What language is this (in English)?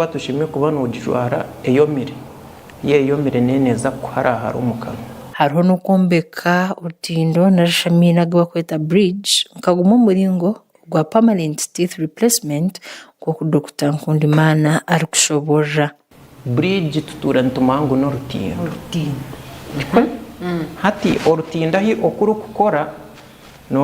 Nyankole